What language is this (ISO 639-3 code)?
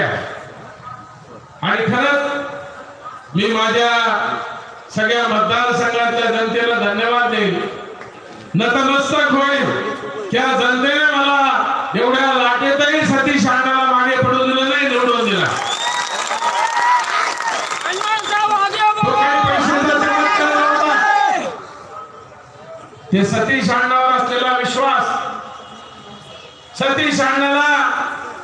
mar